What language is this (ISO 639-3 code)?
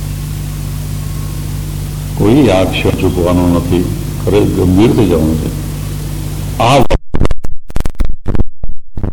guj